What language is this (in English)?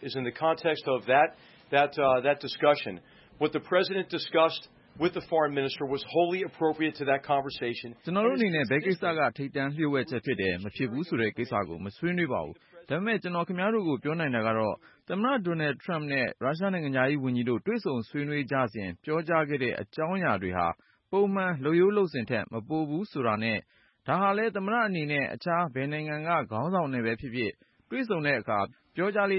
Burmese